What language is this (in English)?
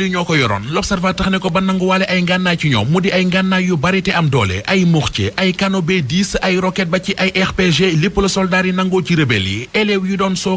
Wolof